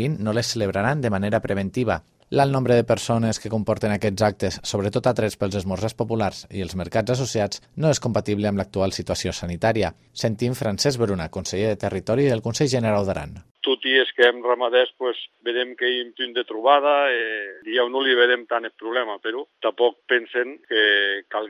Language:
Catalan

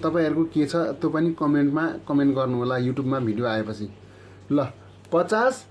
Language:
Nepali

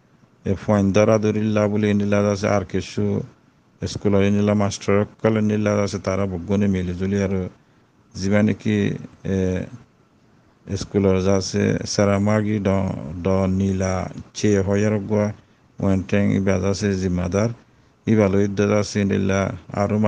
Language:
Rohingya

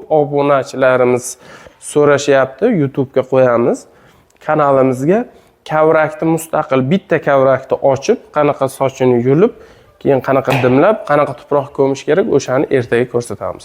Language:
Uzbek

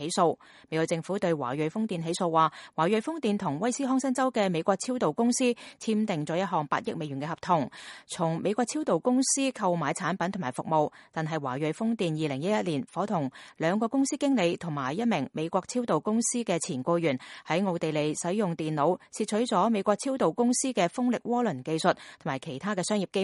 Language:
Cantonese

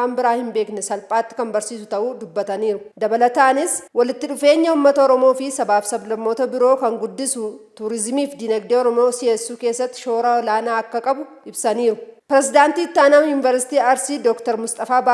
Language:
Oromo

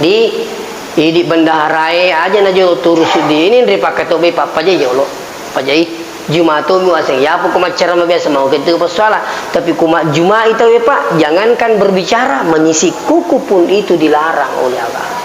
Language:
Buginese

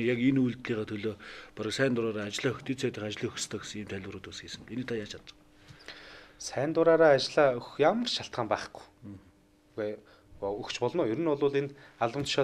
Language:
Mongolian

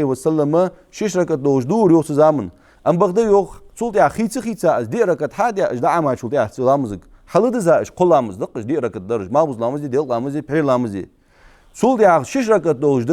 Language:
Ingush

